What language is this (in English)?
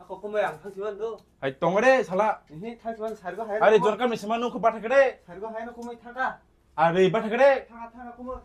Kok Borok